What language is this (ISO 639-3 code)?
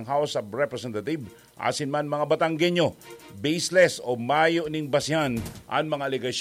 bik